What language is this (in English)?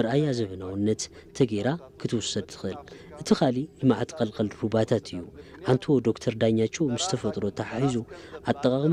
Tigrinya